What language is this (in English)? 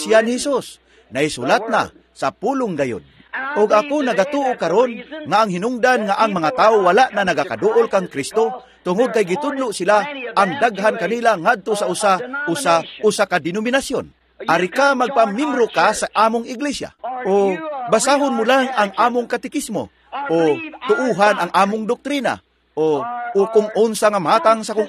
Cebuano